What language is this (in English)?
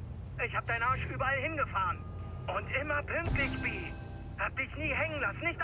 Bavarian